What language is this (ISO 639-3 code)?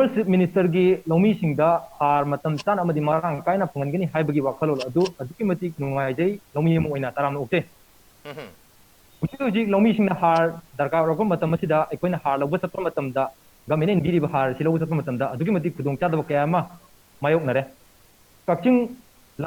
mni